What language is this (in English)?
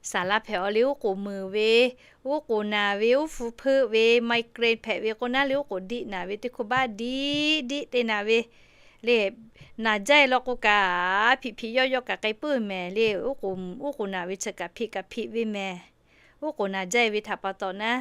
Lahu